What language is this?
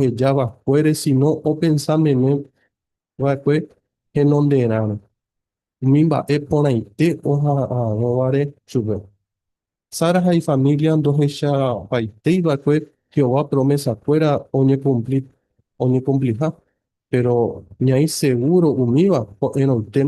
Guarani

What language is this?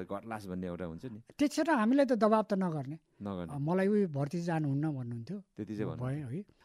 Nepali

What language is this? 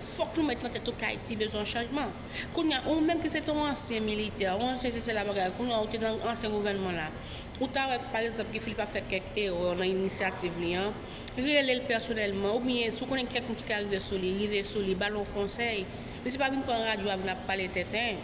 Haitian Creole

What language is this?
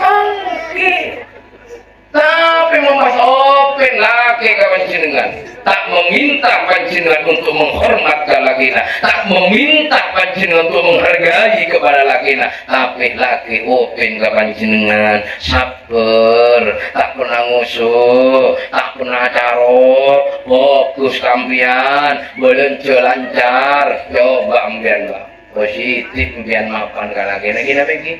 Madurese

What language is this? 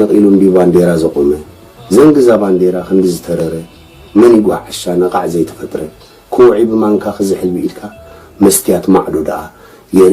Tigrinya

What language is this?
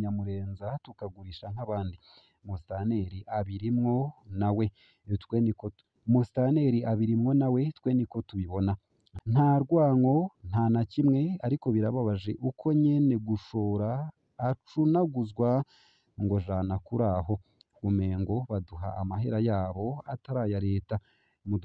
Rundi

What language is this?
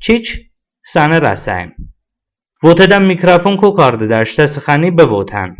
Talysh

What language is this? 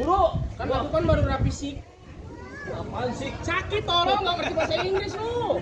Betawi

